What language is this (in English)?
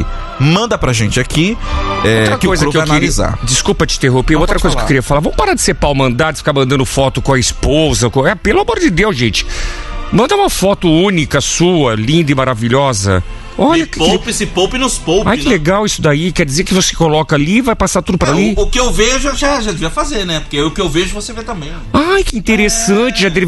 Portuguese